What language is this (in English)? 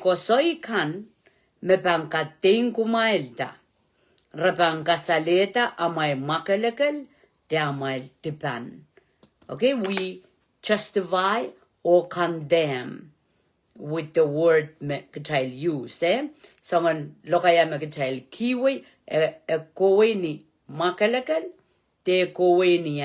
Pohnpeian